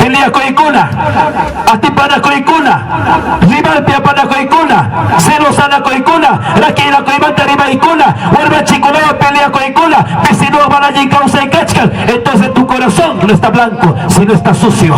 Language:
Ayacucho Quechua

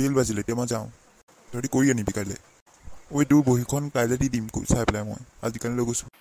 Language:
Assamese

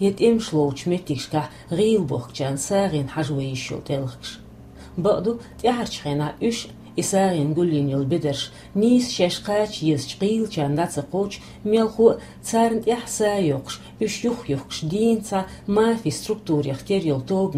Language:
Chechen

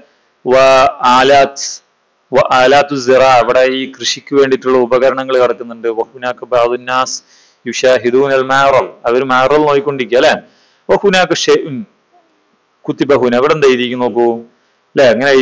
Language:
Malayalam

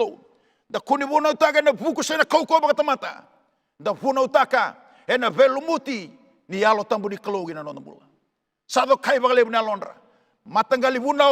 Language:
Fijian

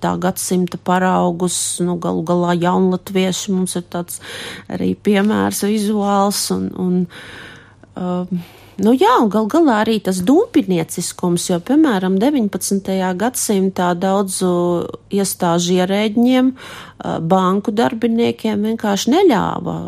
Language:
Latvian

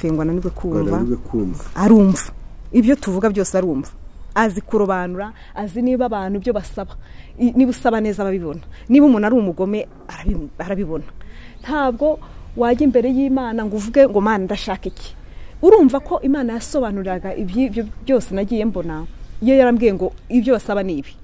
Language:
Kinyarwanda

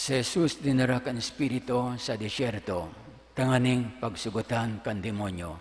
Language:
Bikol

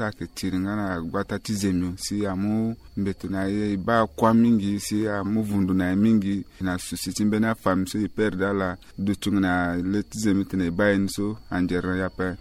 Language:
Sango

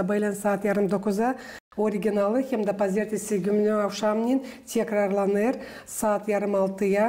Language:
Gagauz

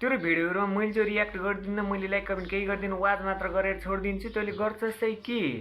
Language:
Nepali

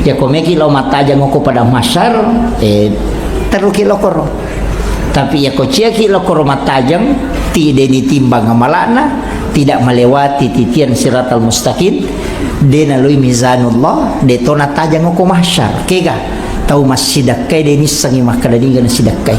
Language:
Buginese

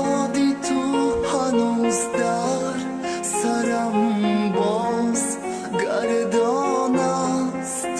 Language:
Tajik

